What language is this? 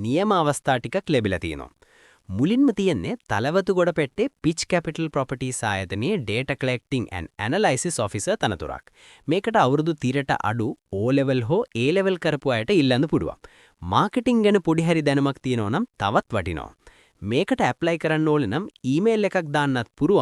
Sinhala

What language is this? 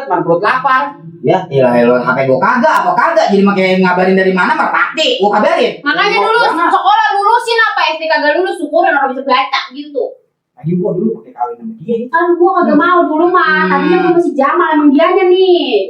Betawi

